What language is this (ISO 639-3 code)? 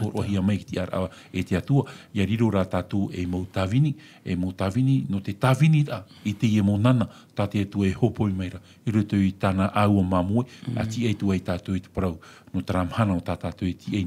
tah